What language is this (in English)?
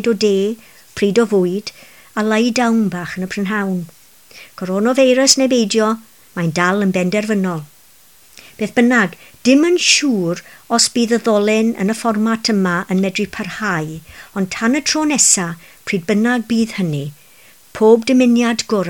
Welsh